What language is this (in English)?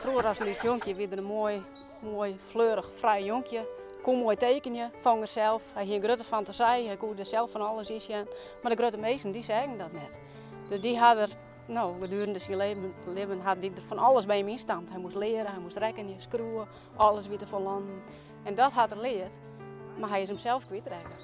Western Frisian